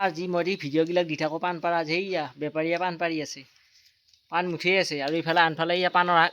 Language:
Assamese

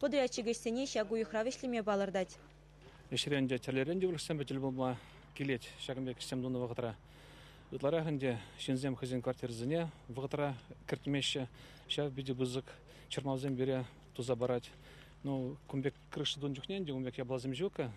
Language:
Chuvash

